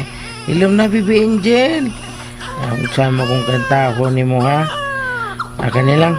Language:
Cebuano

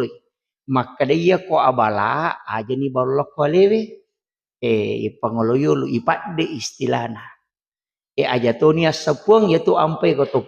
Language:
Buginese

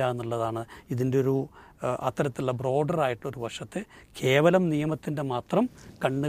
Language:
Malayalam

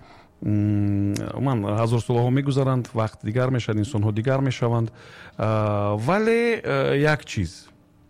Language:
Tajik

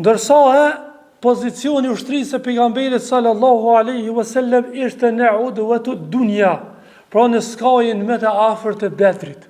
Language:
Albanian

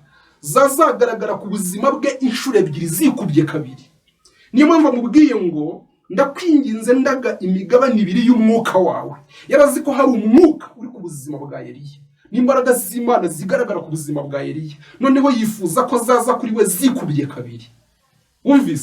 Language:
Kinyarwanda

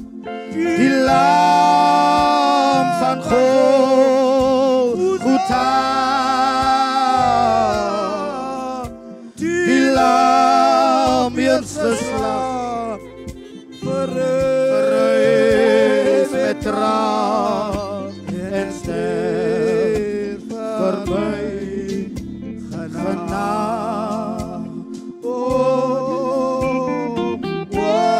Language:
Afrikaans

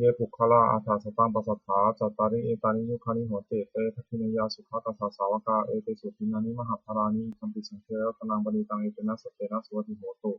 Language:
Pali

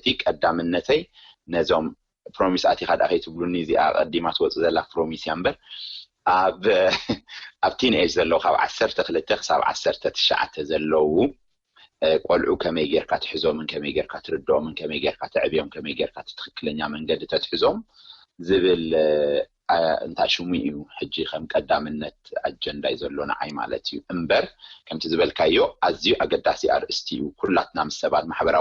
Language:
Tigrinya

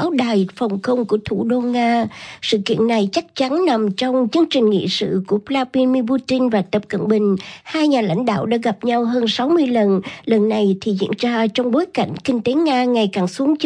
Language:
Vietnamese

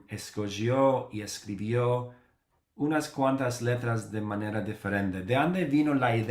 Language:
Ladino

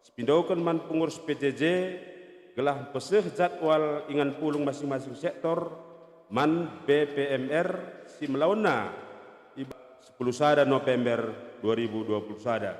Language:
Batak Karo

